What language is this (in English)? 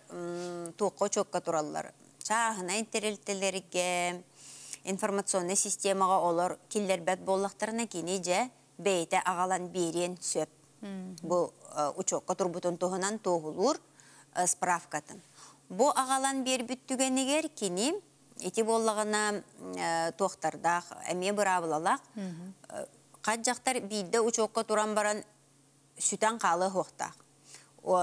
Yakut